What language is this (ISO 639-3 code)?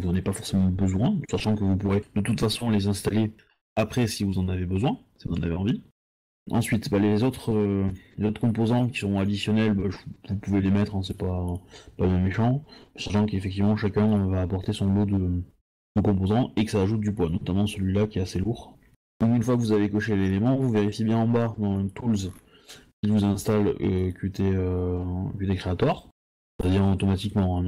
fra